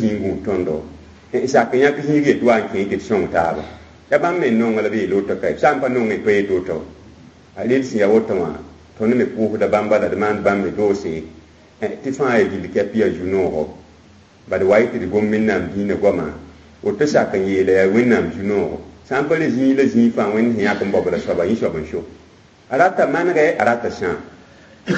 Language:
Mossi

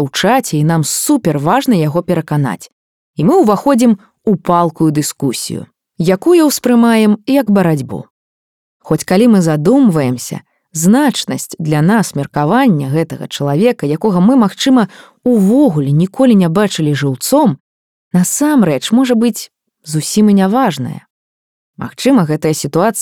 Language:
Belarusian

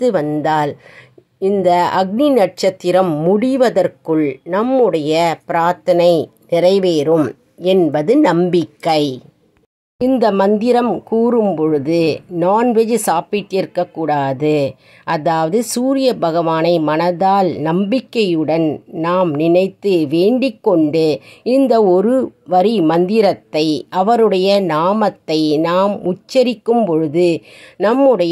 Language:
Tamil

